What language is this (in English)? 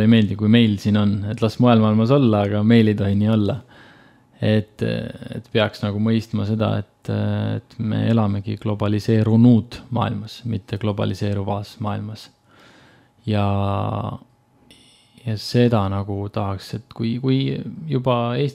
Estonian